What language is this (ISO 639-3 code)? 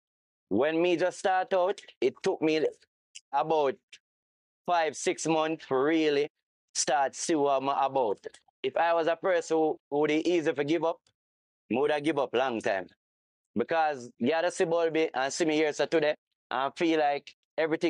jam